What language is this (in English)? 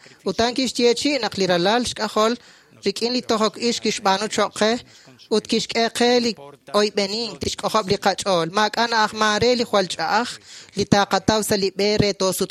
Kekchí